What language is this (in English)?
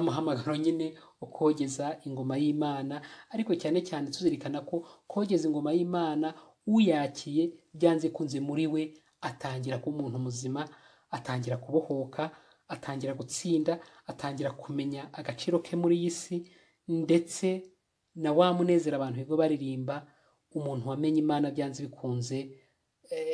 Kinyarwanda